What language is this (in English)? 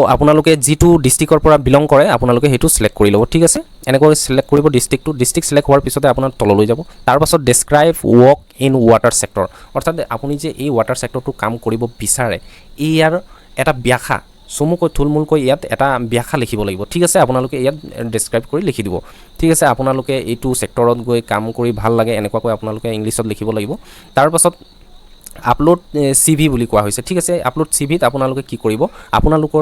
Assamese